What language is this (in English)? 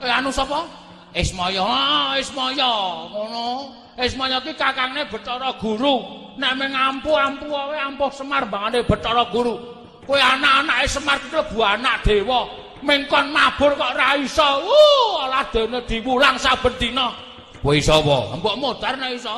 Javanese